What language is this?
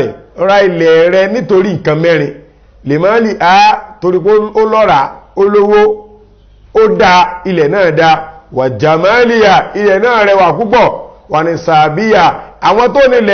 Yoruba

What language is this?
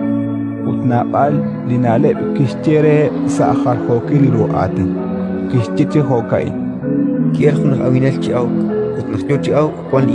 Kekchí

